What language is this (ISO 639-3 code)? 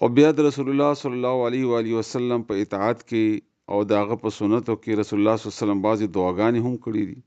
pus